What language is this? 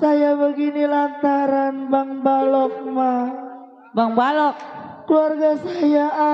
Betawi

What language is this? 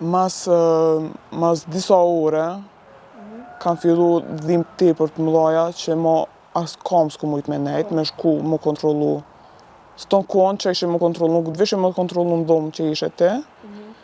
Albanian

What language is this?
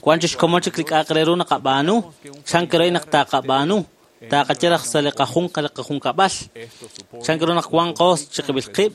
Kekchí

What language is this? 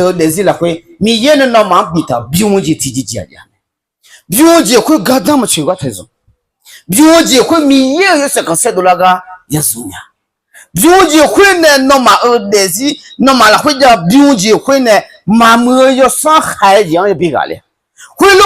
Akha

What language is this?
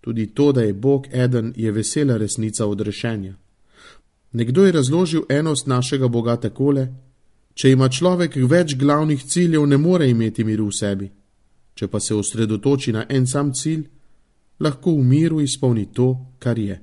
Slovenian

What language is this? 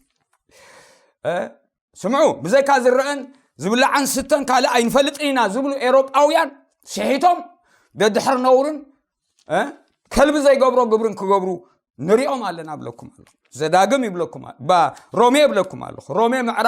Tigrinya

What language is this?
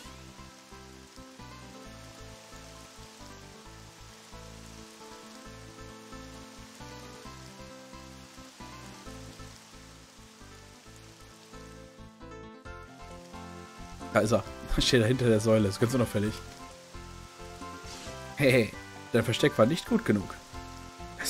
German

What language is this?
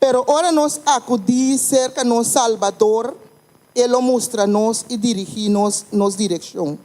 Papiamento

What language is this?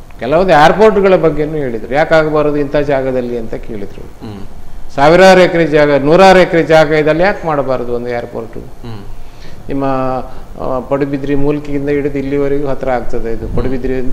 Kannada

